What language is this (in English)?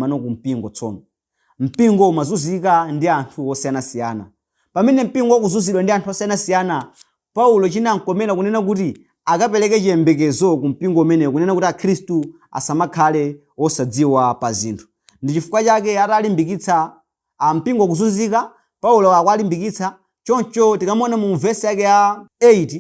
Nyanja